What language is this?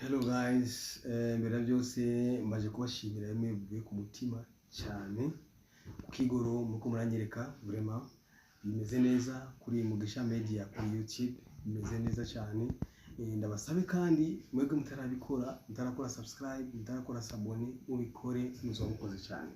Rundi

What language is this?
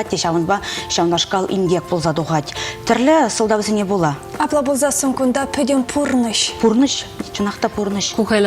Chuvash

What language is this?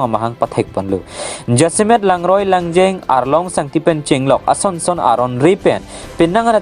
Karbi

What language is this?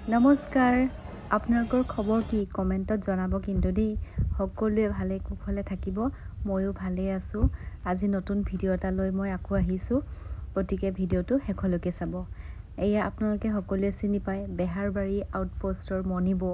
Assamese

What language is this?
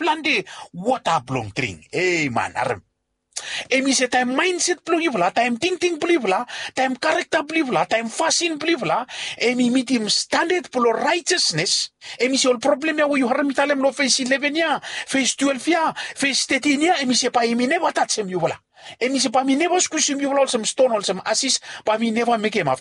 Bislama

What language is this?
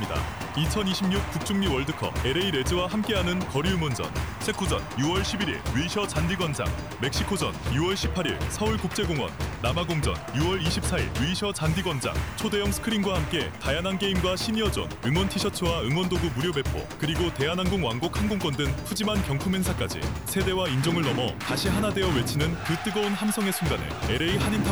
Korean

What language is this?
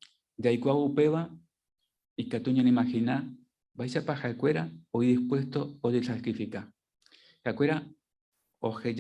Guarani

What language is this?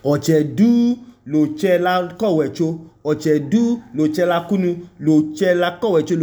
Idoma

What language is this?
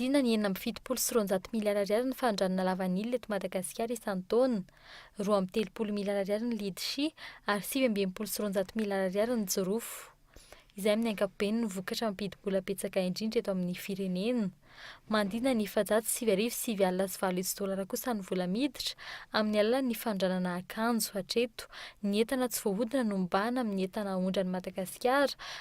Malagasy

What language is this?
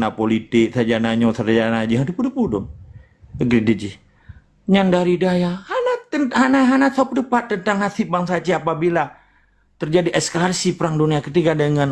Achinese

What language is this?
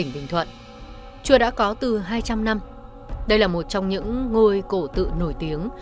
Vietnamese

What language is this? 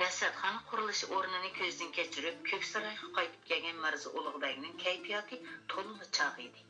Uyghur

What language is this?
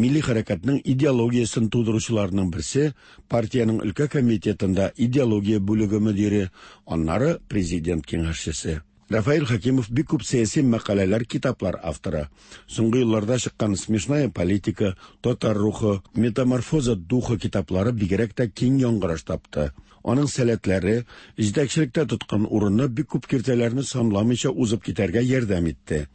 Tatar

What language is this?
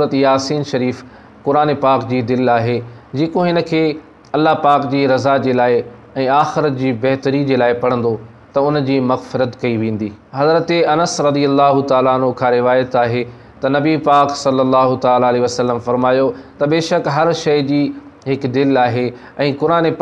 Sindhi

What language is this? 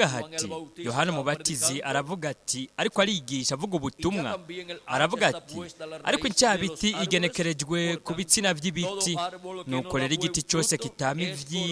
Rundi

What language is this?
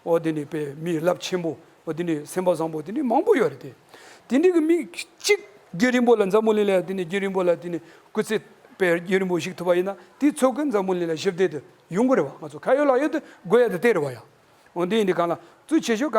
Tibetan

